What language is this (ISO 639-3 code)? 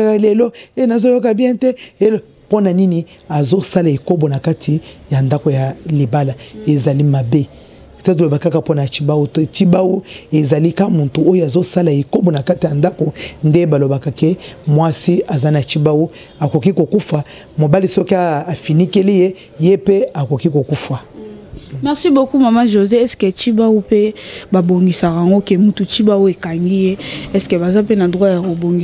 lin